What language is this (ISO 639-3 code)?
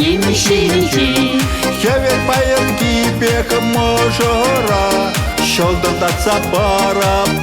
chv